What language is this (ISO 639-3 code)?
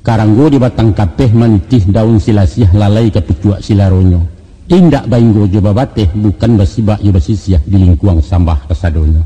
min